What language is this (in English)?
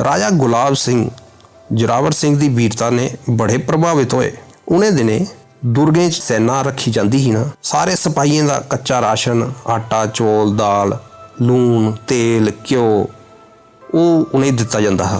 Dogri